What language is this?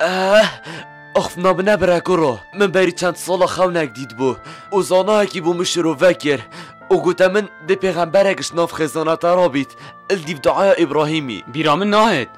Kurdish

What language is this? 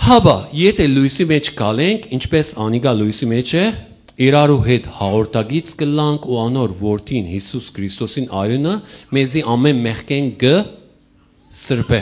Western Armenian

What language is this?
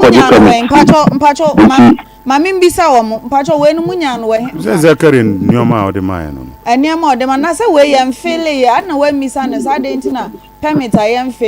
Akan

